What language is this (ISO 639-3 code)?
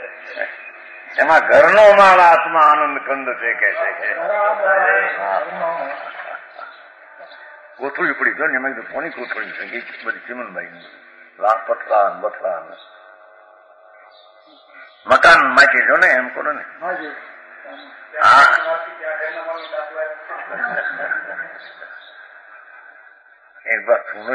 guj